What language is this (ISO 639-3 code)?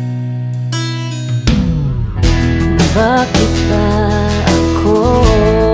fil